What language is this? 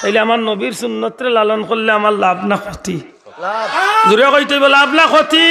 Sylheti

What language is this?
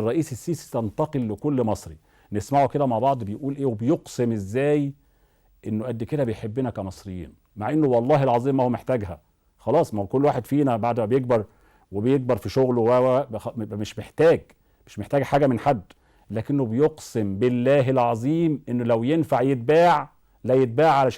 Egyptian Arabic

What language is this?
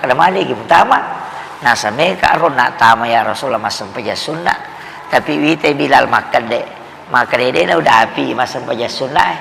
Buginese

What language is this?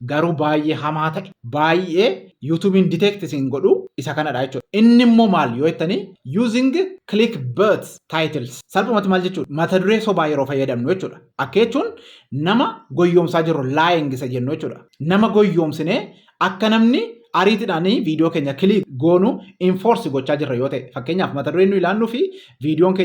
Oromo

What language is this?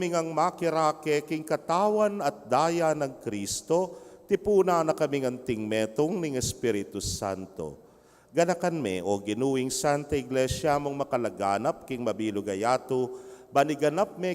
Pampanga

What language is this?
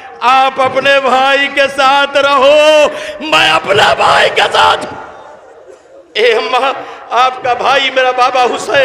Urdu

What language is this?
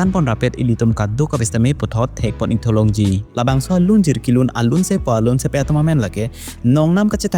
Karbi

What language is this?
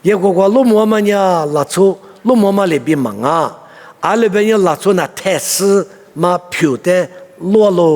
Lisu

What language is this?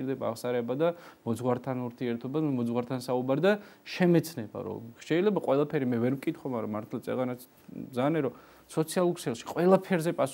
Georgian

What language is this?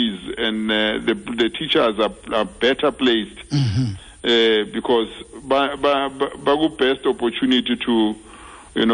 Xhosa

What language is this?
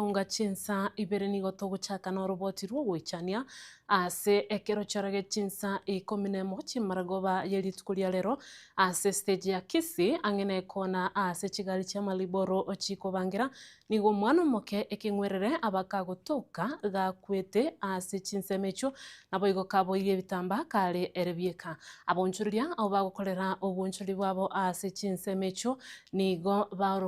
Gusii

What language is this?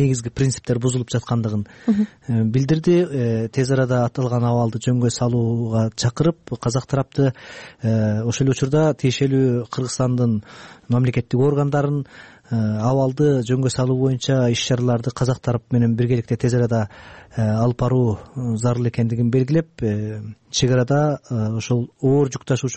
Kyrgyz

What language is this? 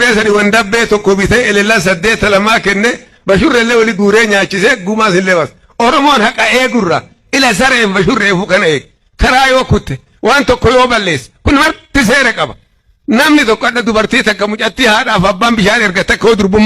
Oromo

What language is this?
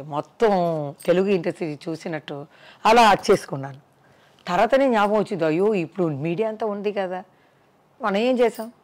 Telugu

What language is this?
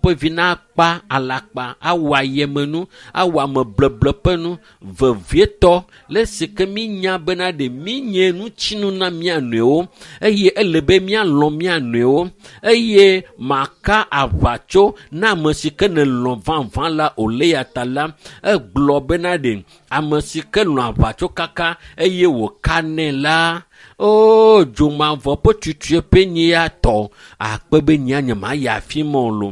Ewe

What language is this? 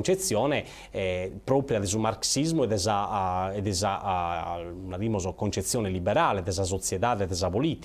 Sardinian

